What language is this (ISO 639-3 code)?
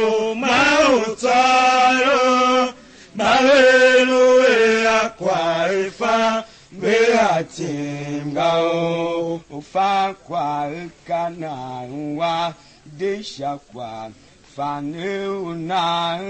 tiv